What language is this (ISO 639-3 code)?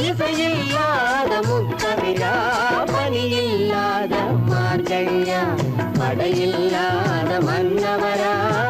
tam